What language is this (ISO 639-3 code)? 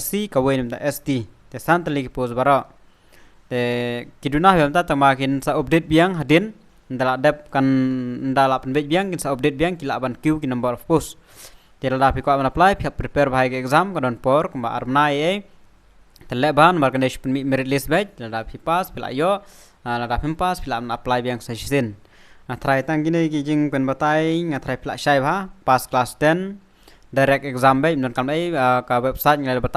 kha